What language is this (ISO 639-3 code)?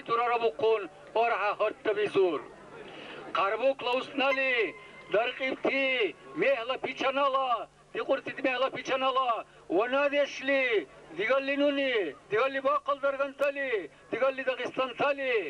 dar